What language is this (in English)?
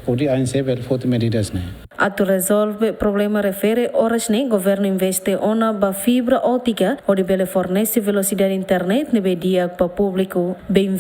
Tetum